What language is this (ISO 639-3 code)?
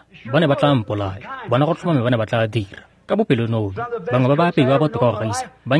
tsn